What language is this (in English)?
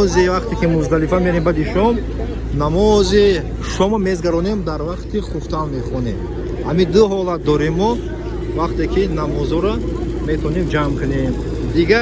Tajik